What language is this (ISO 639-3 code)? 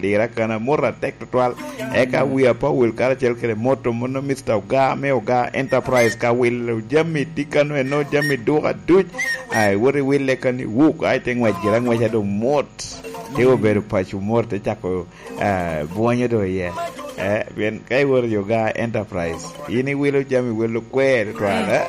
laj